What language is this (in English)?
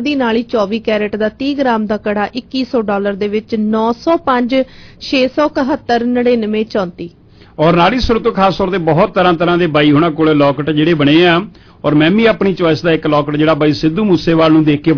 Punjabi